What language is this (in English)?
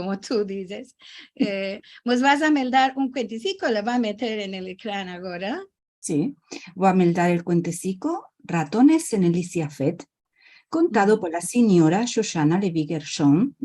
Ladino